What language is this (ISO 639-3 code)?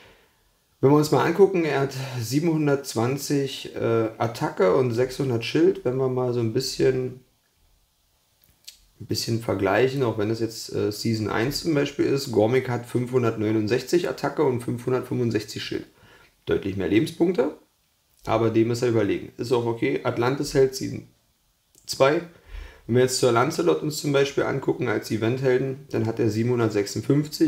deu